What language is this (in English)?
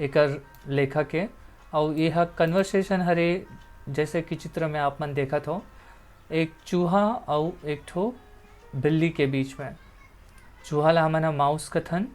Chhattisgarhi